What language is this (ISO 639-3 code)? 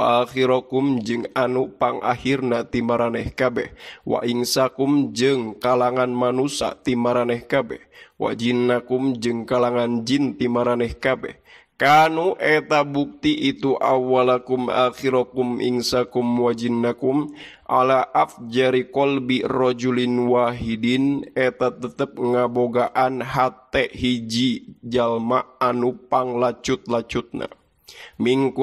sun